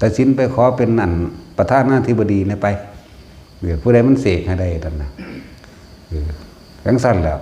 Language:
Northeastern Thai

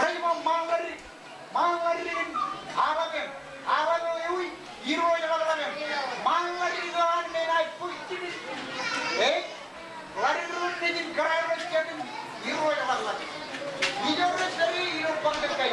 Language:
Marshallese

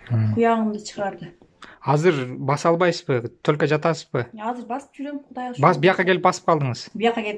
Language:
Kyrgyz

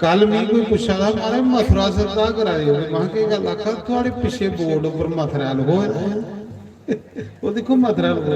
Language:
Dogri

